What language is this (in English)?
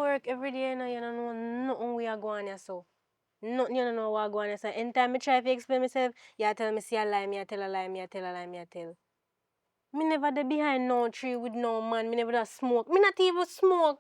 Jamaican Creole English